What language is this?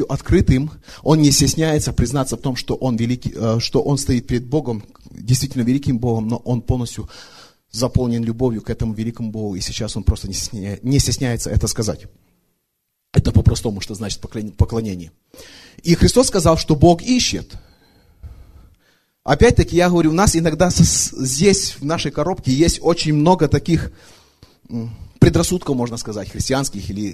Russian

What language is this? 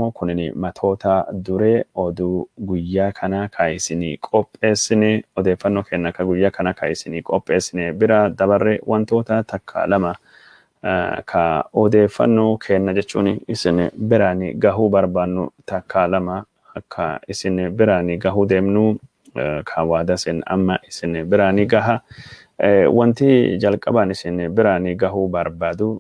Oromo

